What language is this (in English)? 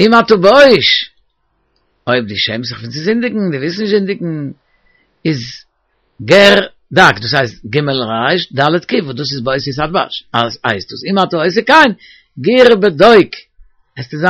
Yiddish